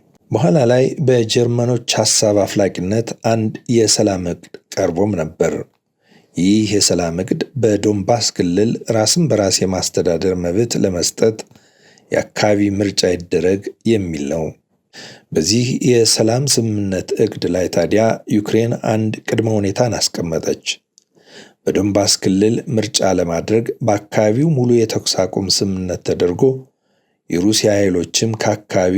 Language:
Amharic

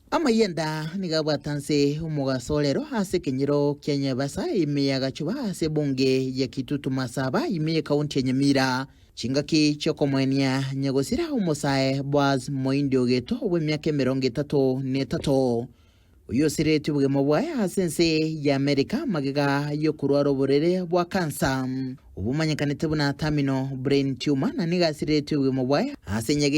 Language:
Gusii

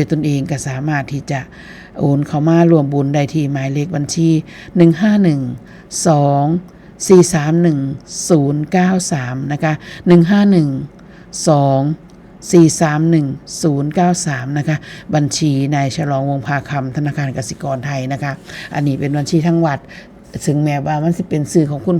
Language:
Northeastern Thai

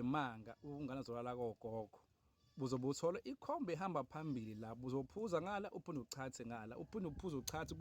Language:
Zulu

